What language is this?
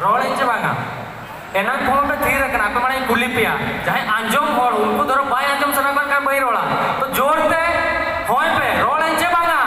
Santali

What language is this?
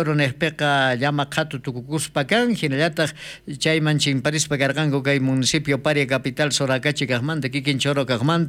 South Bolivian Quechua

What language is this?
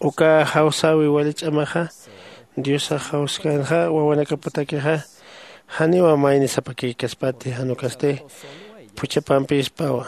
Aymara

